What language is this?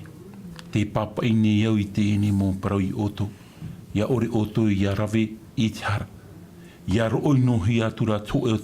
Tahitian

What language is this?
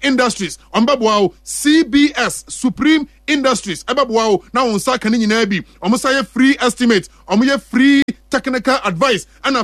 Akan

